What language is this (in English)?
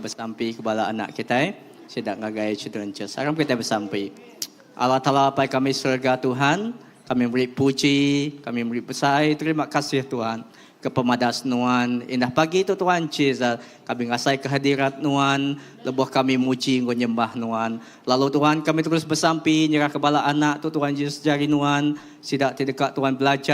Iban